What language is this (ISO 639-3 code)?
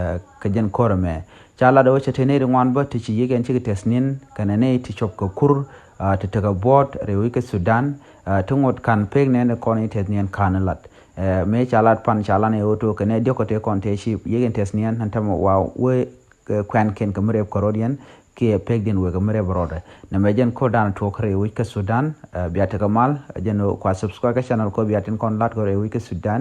nus